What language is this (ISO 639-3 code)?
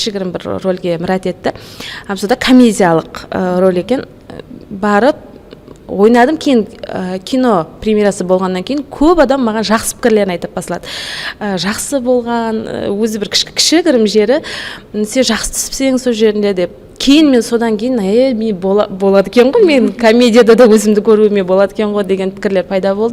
kaa